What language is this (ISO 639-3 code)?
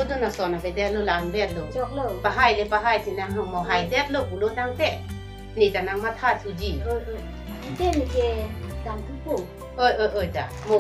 mjw